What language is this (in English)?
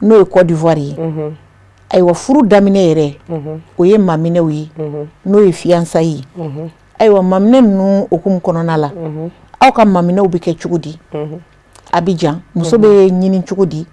Bambara